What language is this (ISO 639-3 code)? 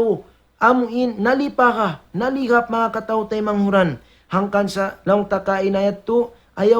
tsg